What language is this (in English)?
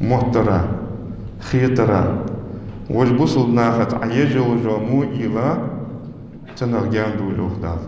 Ingush